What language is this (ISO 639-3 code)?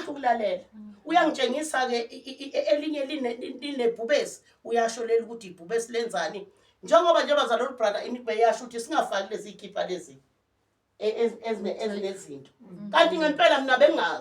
zul